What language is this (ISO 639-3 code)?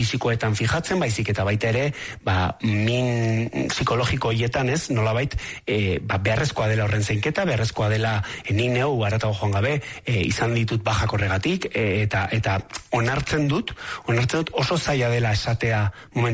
eus